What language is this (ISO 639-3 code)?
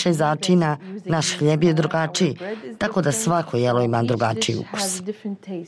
bos